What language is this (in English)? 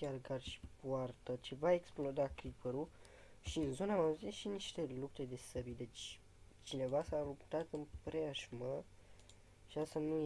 Romanian